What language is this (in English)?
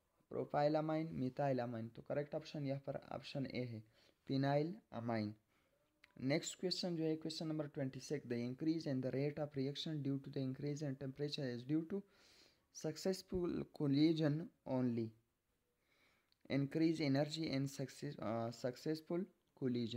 Hindi